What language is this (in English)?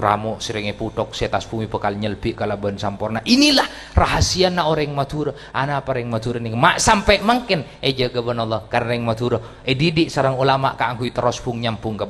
Madurese